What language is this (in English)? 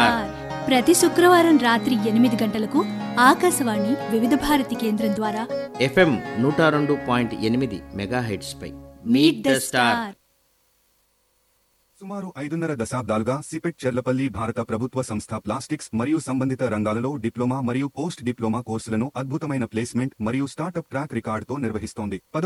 Telugu